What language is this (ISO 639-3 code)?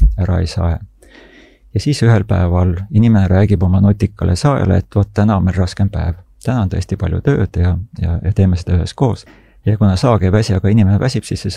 est